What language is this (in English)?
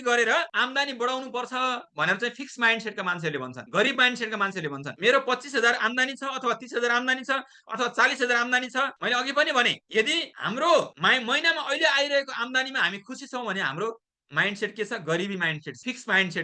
Nepali